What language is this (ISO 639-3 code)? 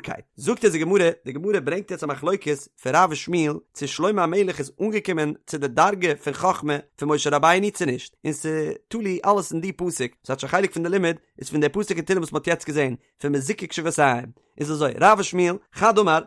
yid